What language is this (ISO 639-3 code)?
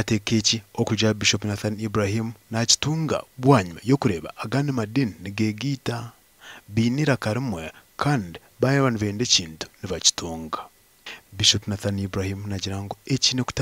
nyn